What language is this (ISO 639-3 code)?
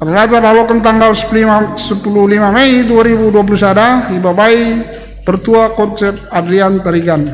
btx